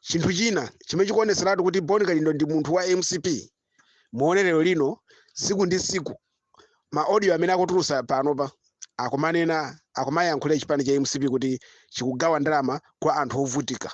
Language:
Nyanja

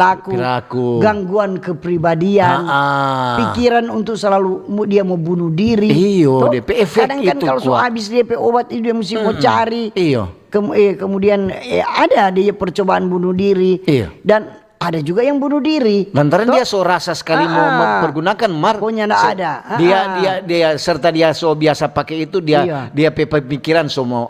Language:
Manado Malay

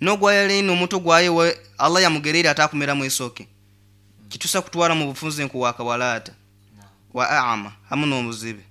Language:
Nyoro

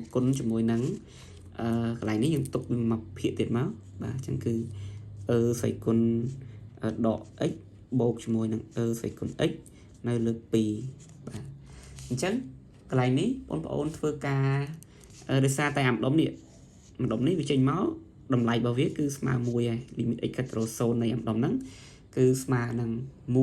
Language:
Khmer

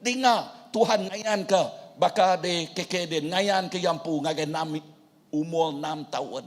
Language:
Iban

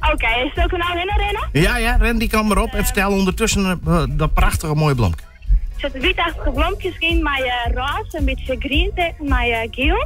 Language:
Western Frisian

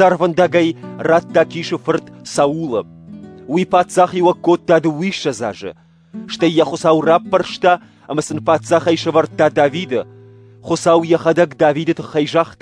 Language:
Ossetic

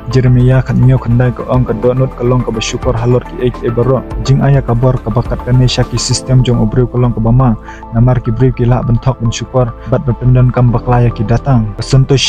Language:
Khasi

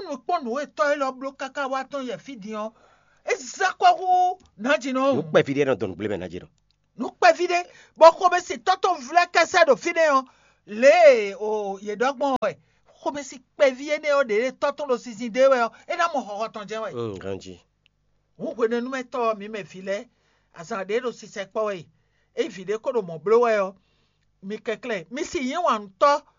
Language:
Fon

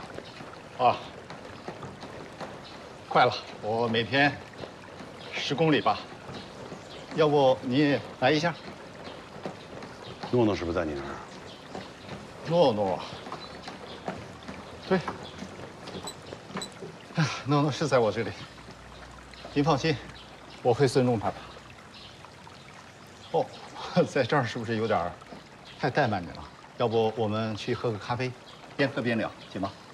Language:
Chinese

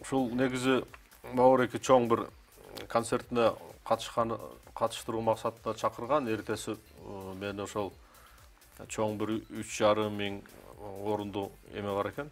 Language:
Kyrgyz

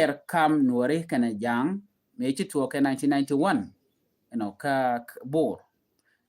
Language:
Nuer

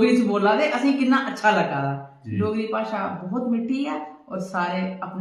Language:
Dogri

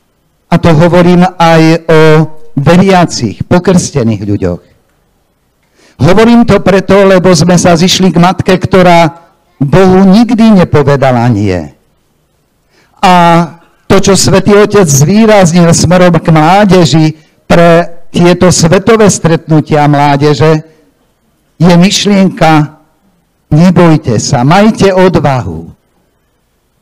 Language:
Slovak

